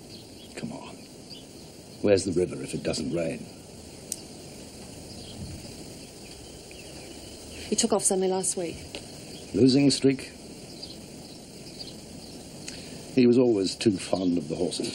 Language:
English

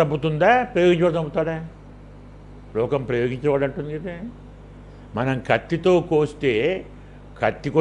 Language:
Telugu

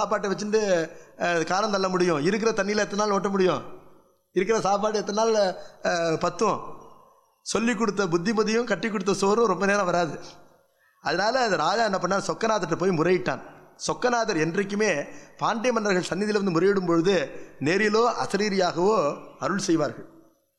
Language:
Tamil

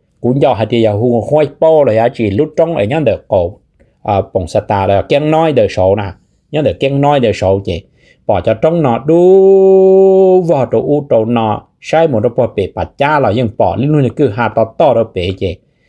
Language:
Hmong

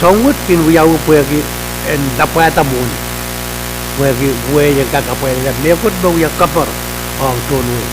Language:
Pohnpeian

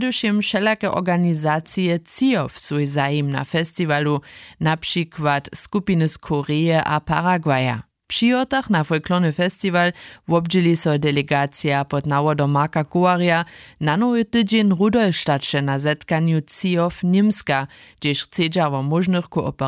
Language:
Upper Sorbian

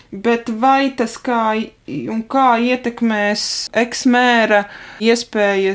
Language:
Latvian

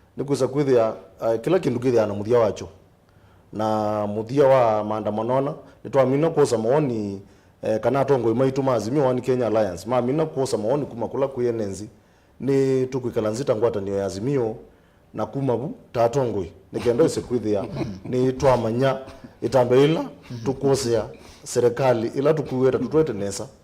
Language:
Kamba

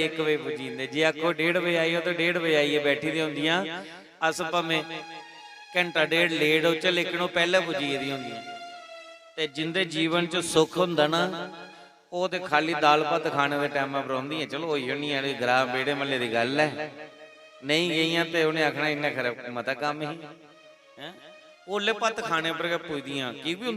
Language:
Dogri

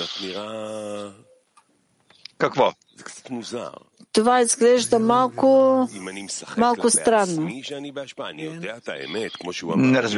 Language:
Bulgarian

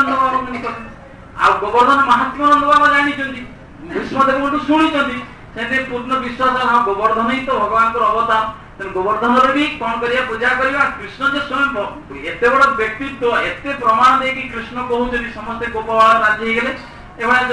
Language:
Odia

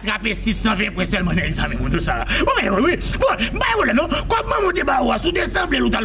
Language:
Haitian Creole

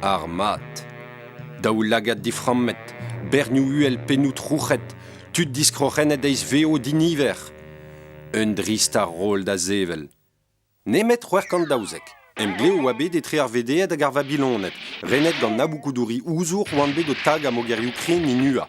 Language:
Breton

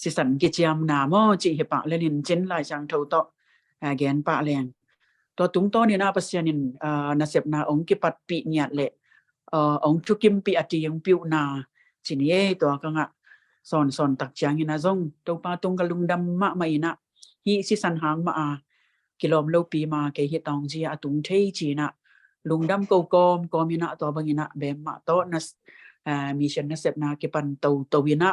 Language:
Tedim Chin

